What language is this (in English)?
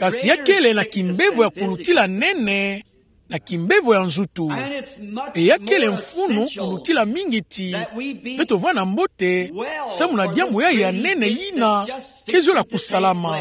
Kituba (Democratic Republic of Congo)